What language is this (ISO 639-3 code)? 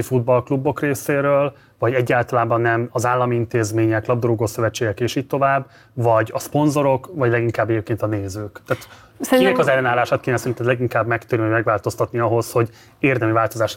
hun